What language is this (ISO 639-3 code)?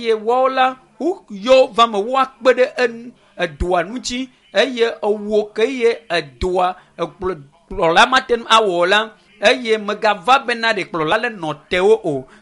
ewe